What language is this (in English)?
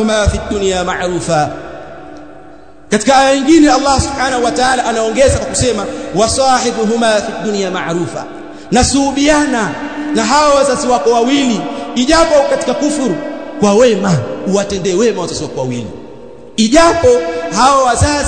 Swahili